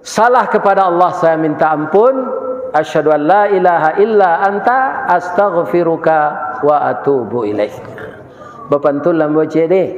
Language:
Minangkabau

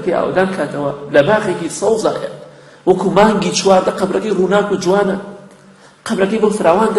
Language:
Central Kurdish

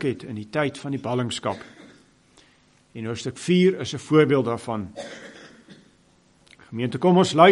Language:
Afrikaans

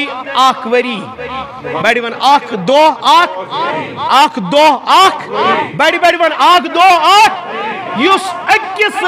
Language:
Kashmiri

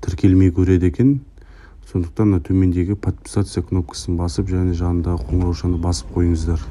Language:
Kazakh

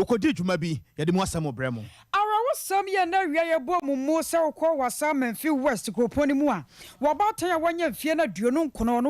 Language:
Akan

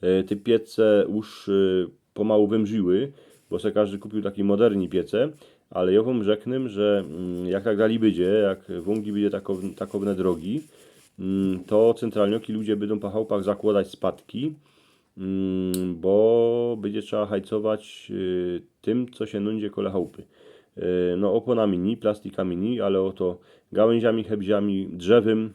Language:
Silesian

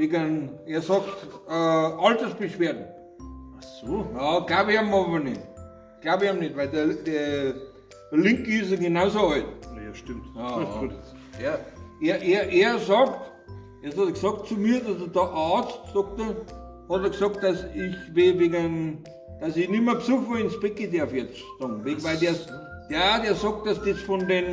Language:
Bavarian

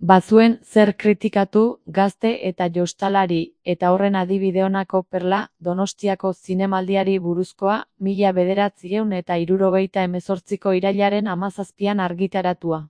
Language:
Basque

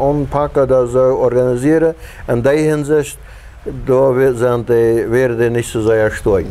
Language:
Plautdietsch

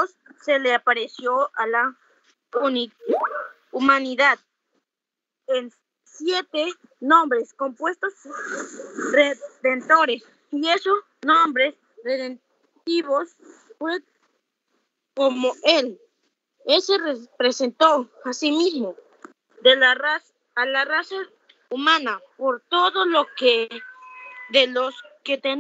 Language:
Spanish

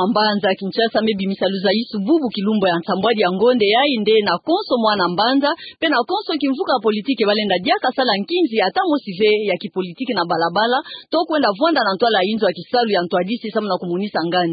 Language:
Kituba (Democratic Republic of Congo)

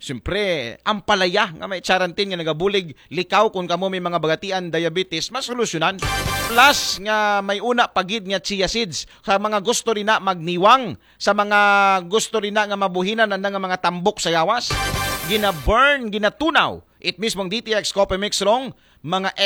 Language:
Aklanon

